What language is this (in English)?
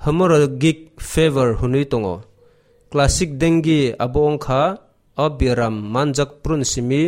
Kok Borok